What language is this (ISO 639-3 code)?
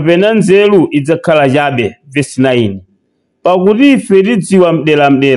nya